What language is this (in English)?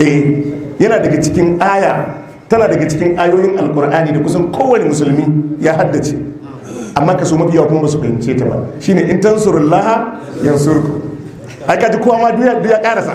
Hausa